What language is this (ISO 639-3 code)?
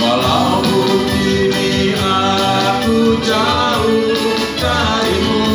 bew